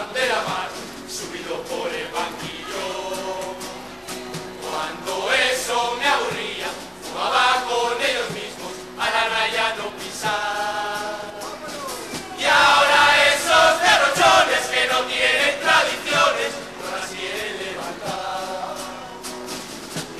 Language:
Spanish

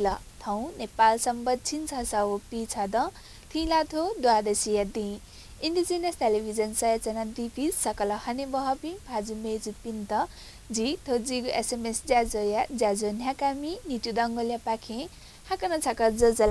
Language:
Newari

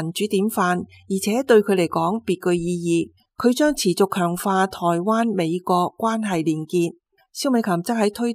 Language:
Cantonese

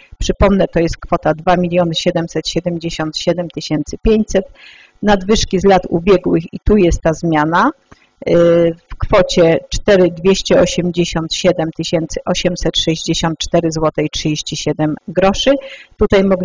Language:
Polish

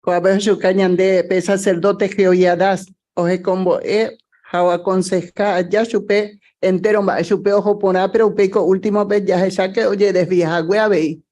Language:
Guarani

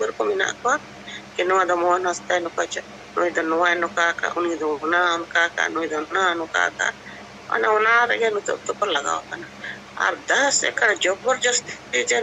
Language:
Santali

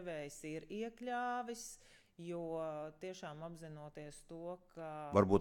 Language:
Latvian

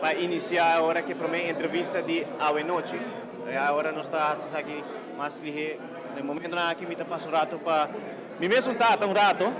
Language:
Papiamento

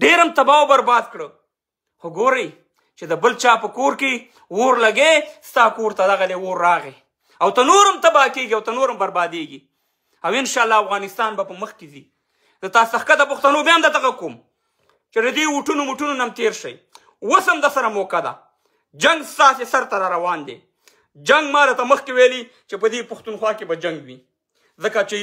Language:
Pashto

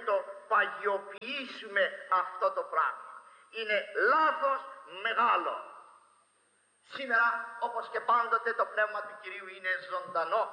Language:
Greek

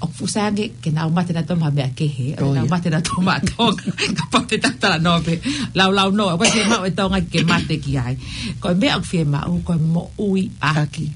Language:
Tongan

